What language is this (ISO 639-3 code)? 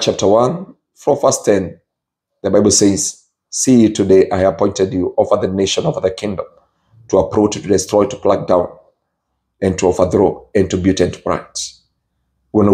kik